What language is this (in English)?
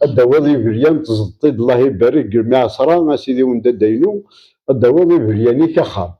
Kabyle